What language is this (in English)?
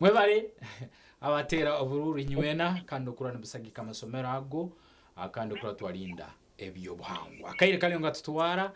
Nyankole